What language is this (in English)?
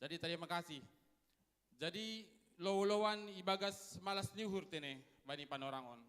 Batak Simalungun